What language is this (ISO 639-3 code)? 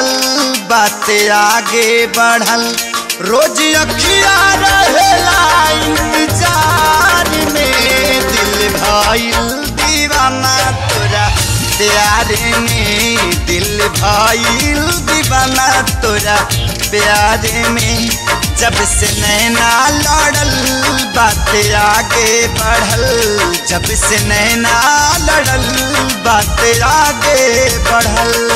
bho